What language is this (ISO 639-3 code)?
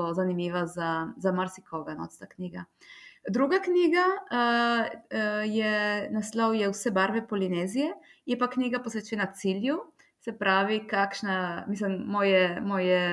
slv